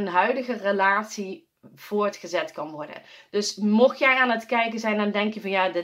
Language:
Dutch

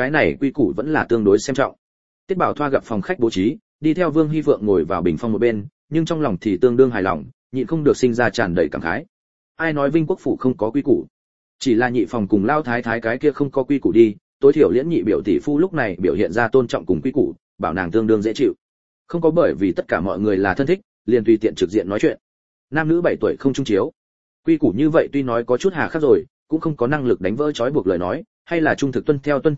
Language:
Vietnamese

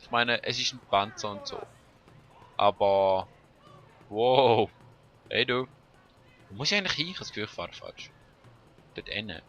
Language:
Swiss German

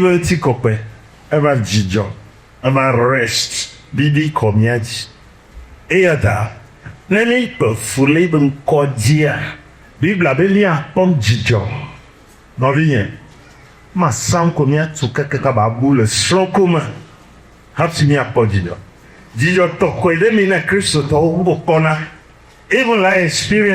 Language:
Ewe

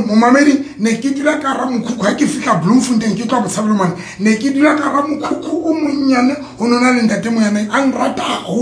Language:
Southern Sotho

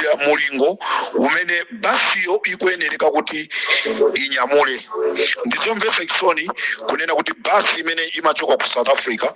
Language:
Nyanja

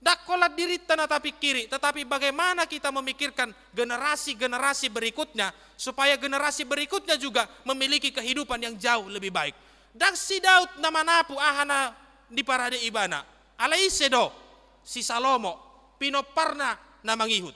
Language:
Batak Toba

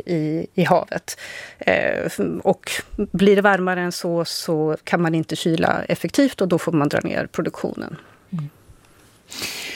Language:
Swedish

